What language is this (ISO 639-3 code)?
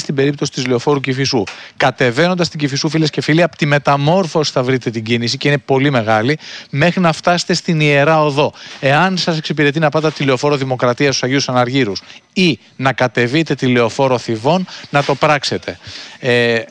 ell